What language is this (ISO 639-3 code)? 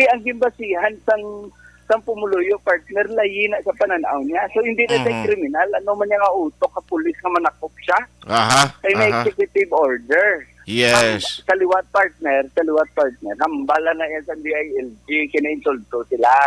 hil